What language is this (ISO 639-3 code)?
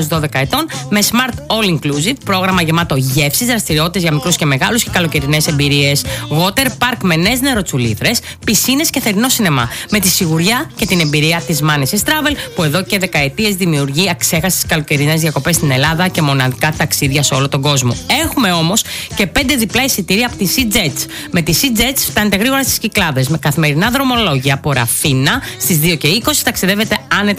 ell